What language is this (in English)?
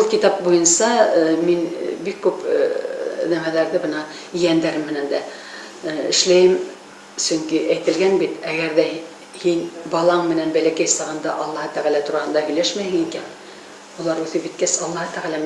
Bashkir